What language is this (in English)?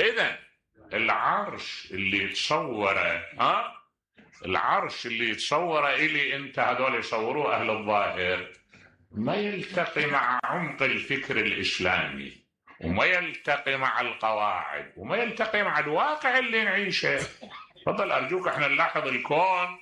Mesopotamian Arabic